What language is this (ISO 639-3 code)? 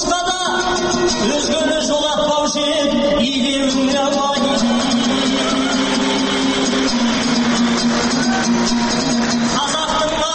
kaz